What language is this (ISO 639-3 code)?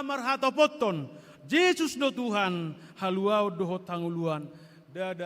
bbc